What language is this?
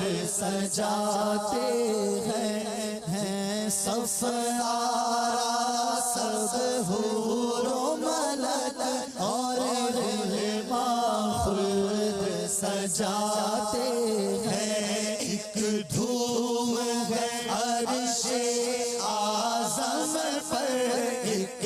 Urdu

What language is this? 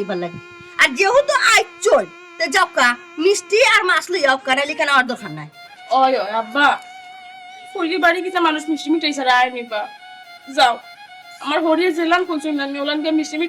Sylheti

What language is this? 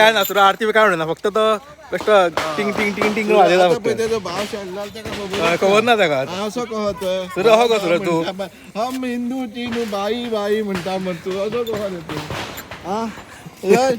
Konkani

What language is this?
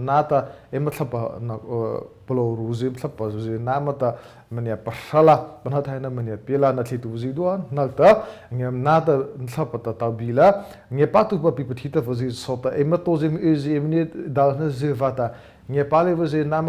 Mara Chin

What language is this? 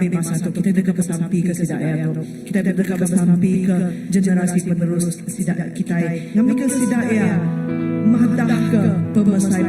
Iban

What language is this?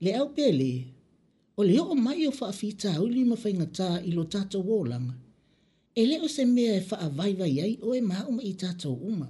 Samoan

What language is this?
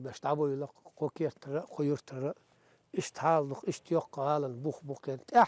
Chechen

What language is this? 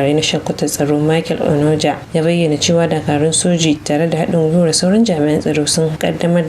Hausa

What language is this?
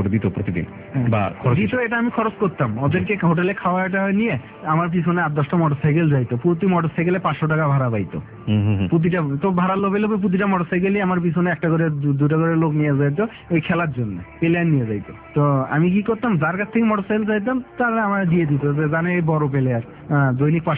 Bangla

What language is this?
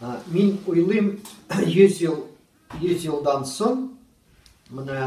Tatar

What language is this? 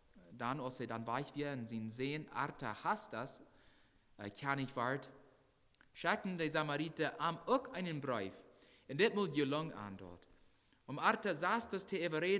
Plautdietsch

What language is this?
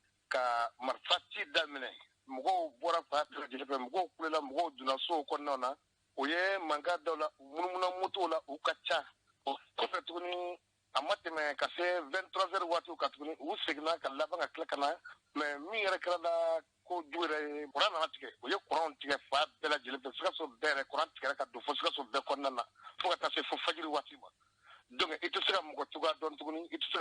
Bambara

